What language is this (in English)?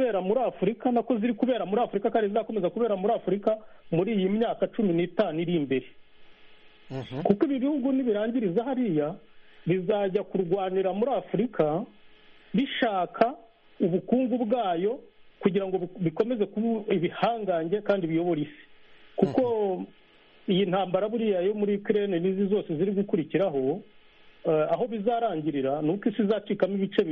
Kinyarwanda